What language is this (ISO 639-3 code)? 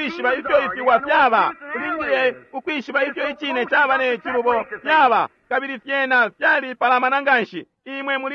bem